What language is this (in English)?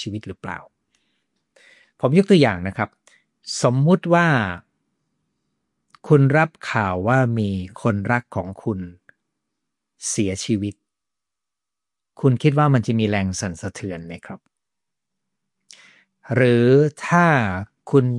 Thai